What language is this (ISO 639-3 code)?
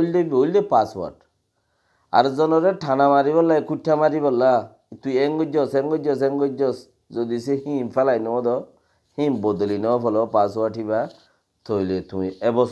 rhg